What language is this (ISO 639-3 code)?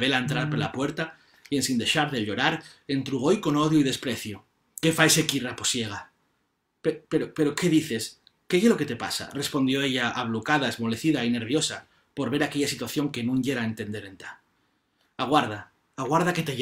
ast